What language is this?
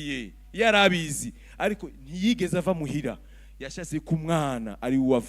Rundi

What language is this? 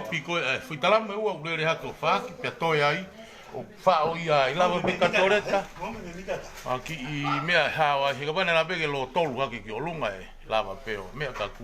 Tongan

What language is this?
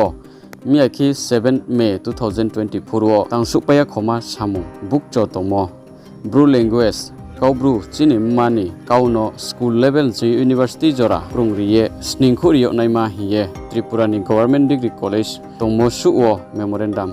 Riang (India)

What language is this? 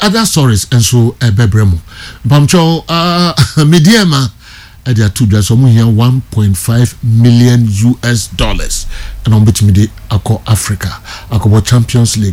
Akan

